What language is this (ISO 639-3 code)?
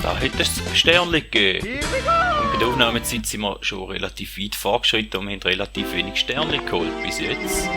gsw